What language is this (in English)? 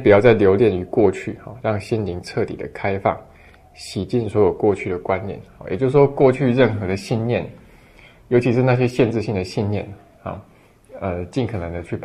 Chinese